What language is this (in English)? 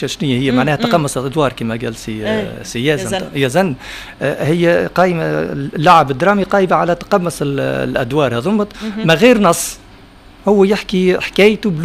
Tunisian Arabic